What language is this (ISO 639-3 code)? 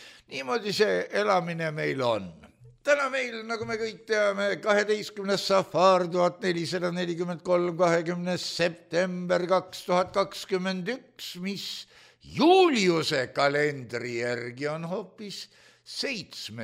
est